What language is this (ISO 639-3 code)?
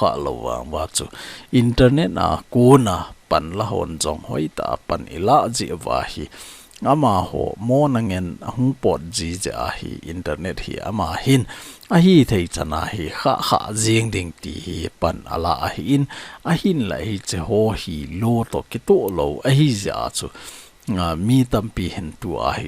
tcz